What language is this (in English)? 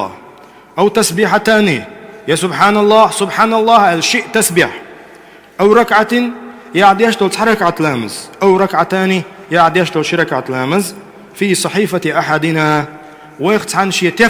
Chechen